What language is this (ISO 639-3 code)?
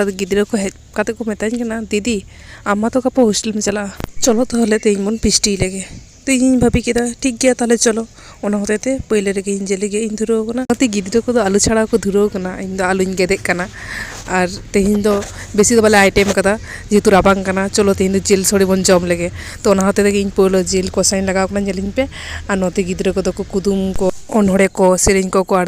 sat